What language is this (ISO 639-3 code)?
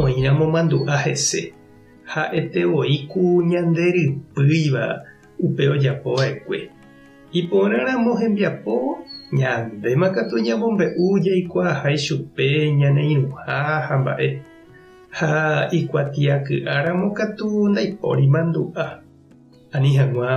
grn